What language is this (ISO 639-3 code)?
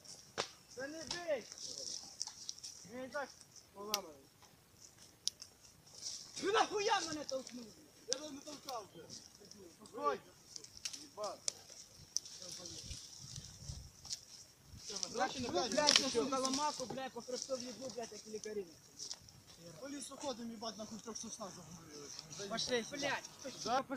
ukr